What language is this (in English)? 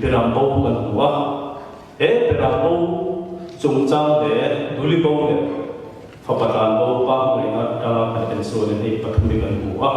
Mizo